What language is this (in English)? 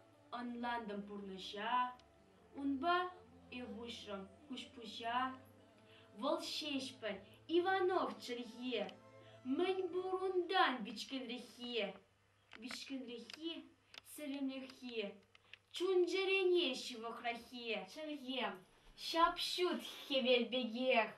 Chuvash